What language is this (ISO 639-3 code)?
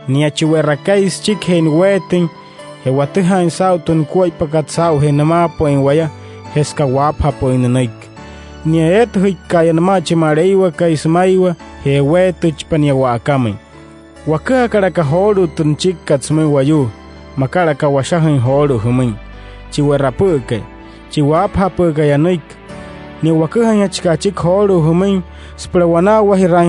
guc